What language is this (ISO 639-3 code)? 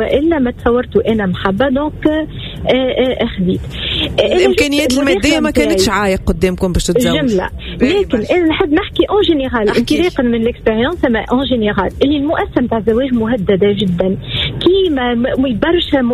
aeb